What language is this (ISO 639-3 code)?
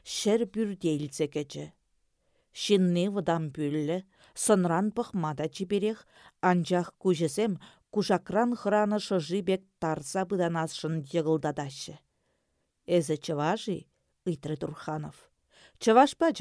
chv